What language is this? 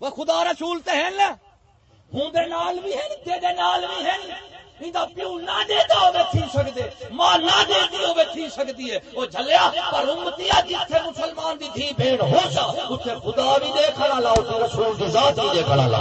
Saraiki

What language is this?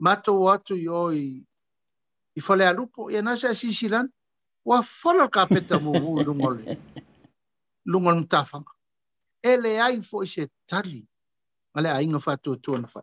Samoan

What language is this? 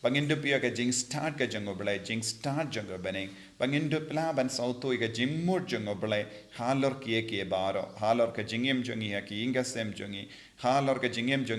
Khasi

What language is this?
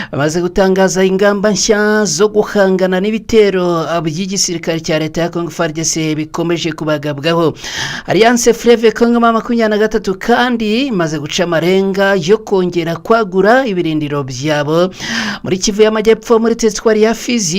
Kinyarwanda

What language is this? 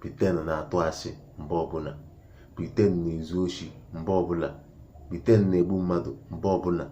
Igbo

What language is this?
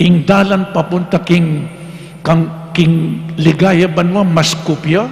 Pampanga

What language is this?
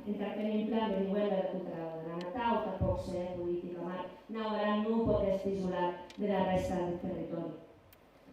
Occitan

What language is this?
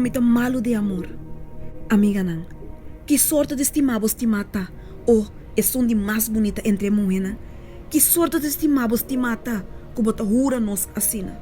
Papiamento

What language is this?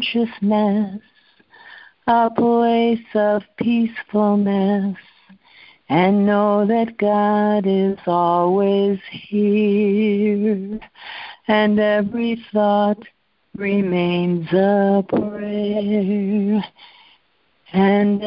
English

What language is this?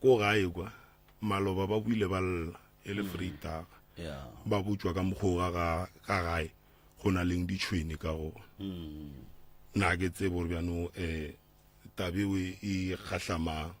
Northern Sotho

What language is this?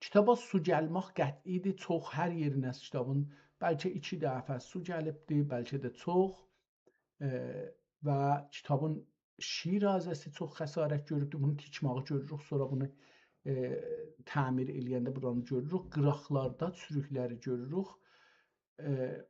South Azerbaijani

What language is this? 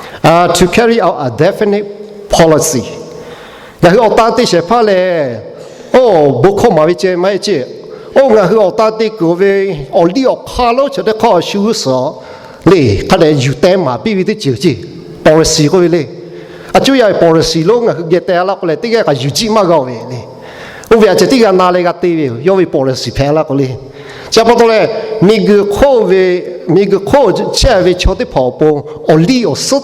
Lahu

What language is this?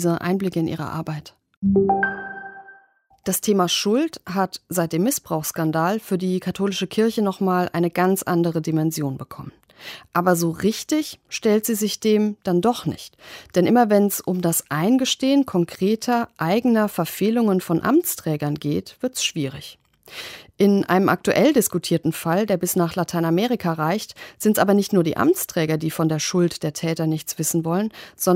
German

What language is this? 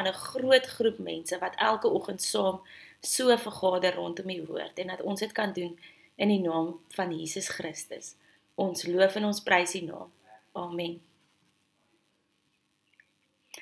Afrikaans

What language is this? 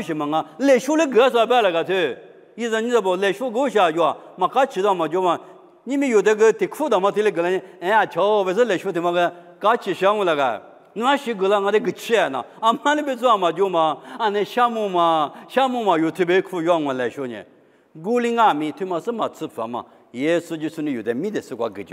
Lisu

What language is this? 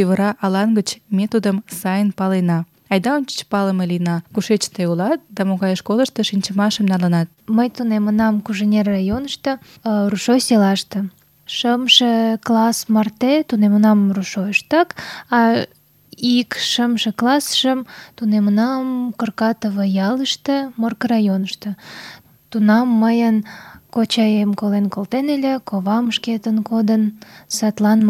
Mari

